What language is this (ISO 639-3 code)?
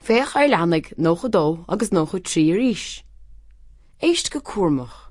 gle